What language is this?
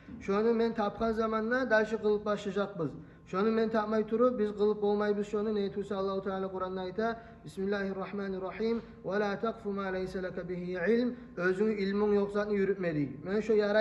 Kumyk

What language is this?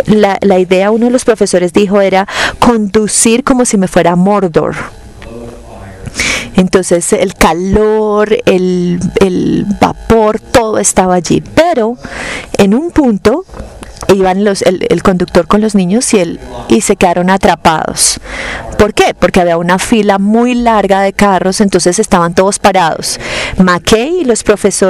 Spanish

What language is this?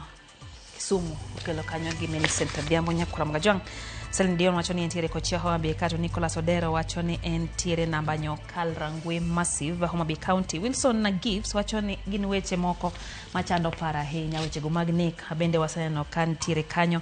Luo (Kenya and Tanzania)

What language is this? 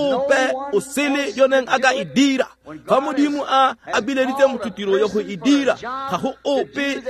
Tswana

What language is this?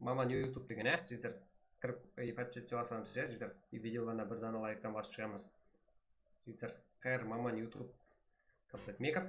Kara-Kalpak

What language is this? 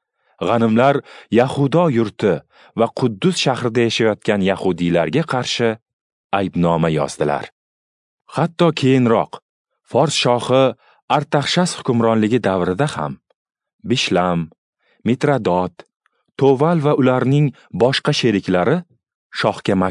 Uzbek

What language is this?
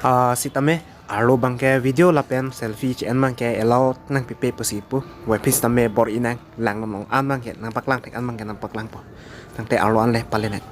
Karbi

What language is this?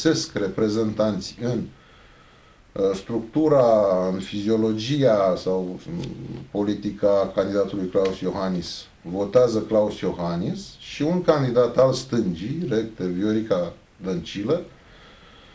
Romanian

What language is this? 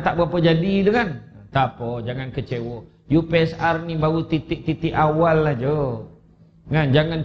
Malay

